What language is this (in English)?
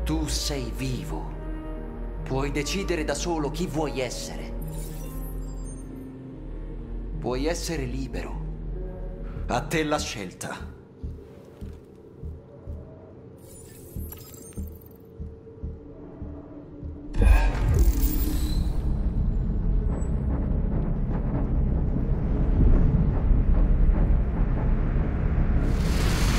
Italian